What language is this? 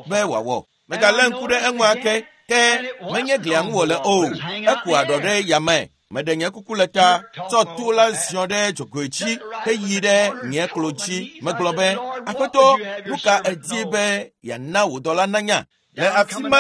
Ewe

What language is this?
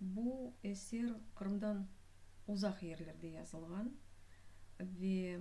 Crimean Tatar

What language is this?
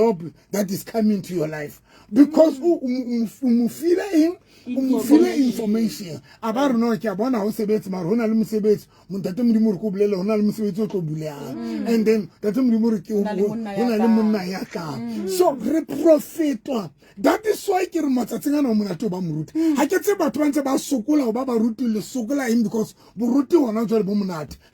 Southern Sotho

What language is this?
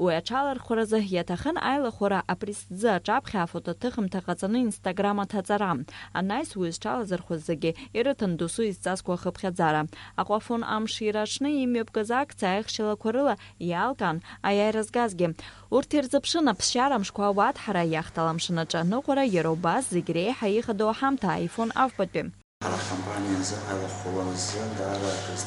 Abkhazian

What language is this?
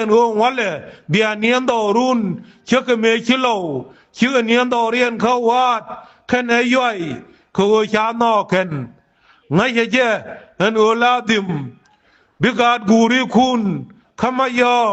Nuer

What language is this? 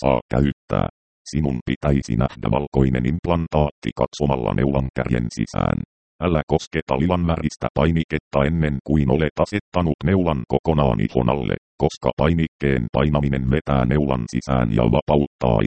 Finnish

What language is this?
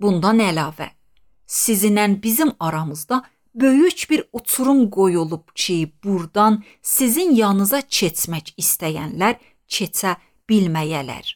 Azerbaijani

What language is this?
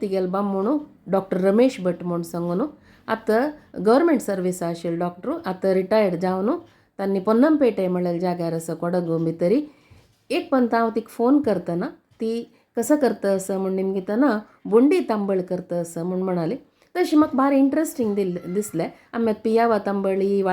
Konkani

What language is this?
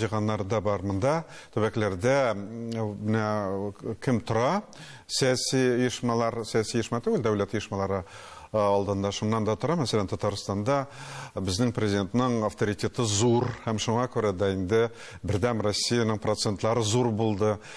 Tatar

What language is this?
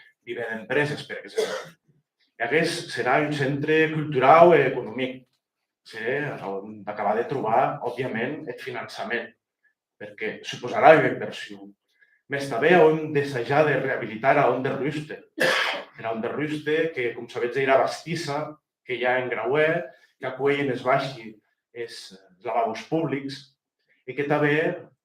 Occitan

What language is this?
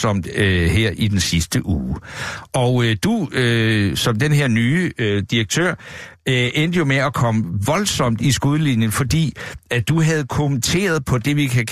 Danish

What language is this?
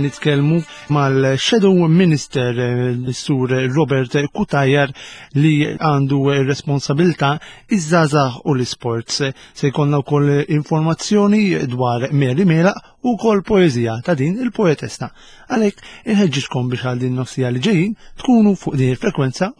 Maltese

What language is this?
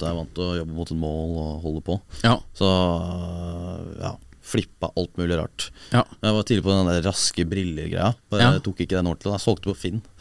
Norwegian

